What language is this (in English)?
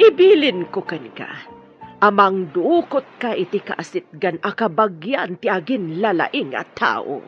Iloko